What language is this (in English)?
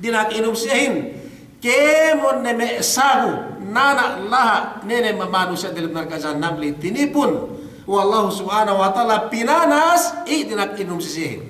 Yakan